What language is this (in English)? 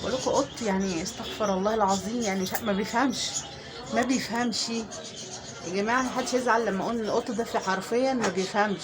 Egyptian Arabic